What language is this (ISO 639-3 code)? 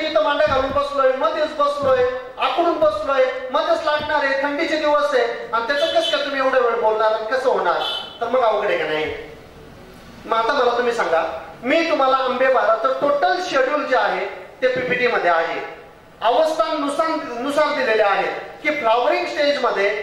mar